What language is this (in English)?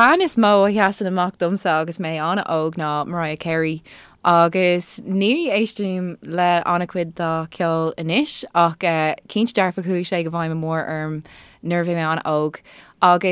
Irish